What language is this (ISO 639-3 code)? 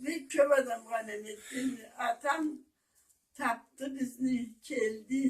krc